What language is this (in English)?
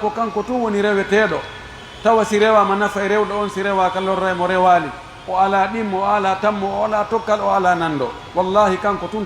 Pular